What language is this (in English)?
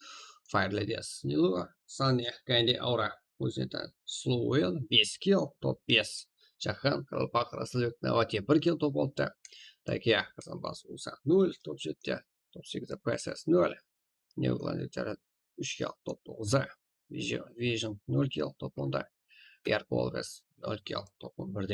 Kara-Kalpak